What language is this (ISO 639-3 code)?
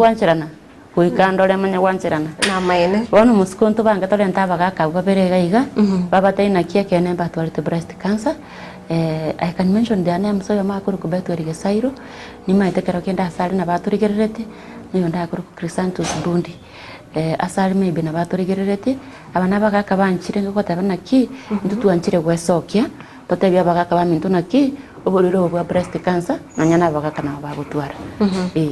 guz